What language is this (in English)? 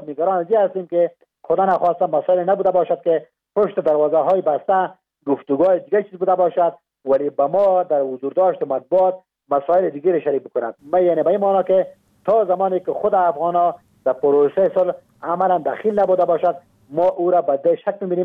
Persian